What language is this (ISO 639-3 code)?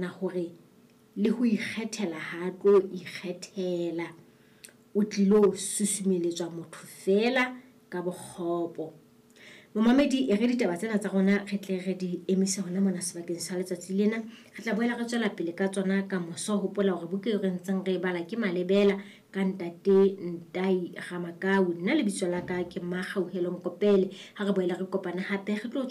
sot